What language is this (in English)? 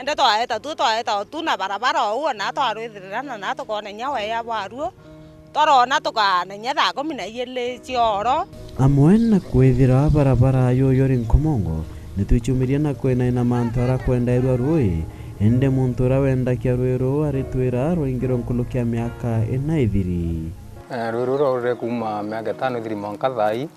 Meru